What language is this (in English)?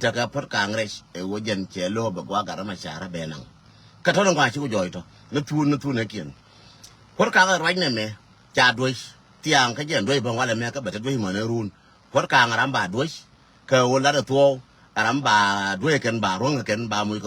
Nuer